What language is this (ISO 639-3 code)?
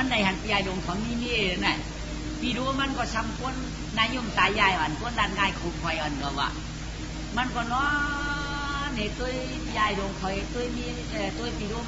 shn